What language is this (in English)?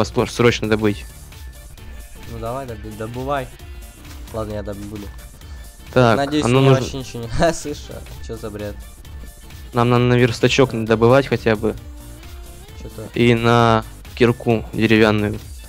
Russian